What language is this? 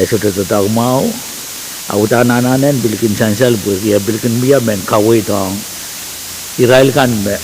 Pohnpeian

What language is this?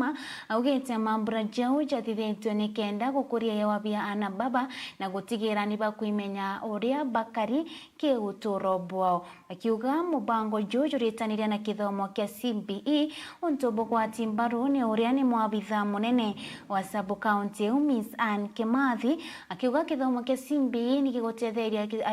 Meru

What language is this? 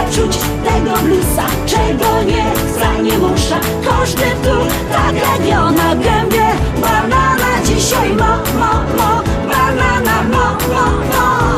Silesian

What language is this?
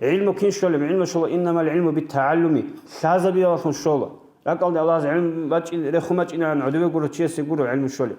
Avaric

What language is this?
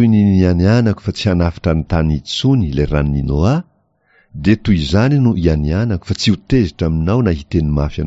Malagasy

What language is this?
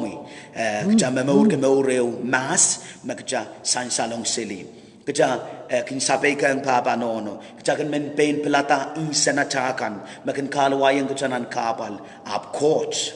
Pohnpeian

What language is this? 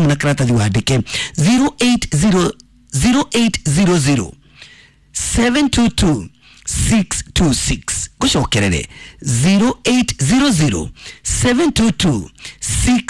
Kikuyu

